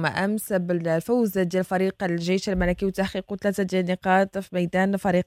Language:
Moroccan Arabic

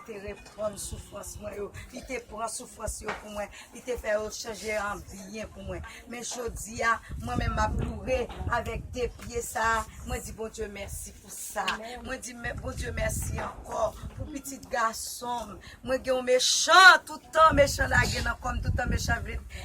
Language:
Haitian Creole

